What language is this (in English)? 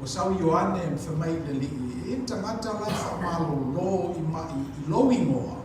Samoan